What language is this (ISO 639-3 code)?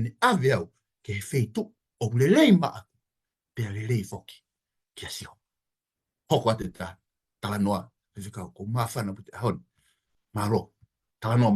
ton